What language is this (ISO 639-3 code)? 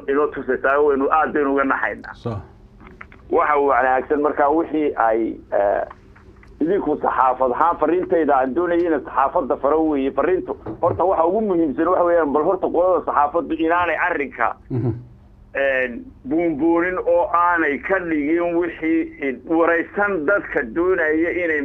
som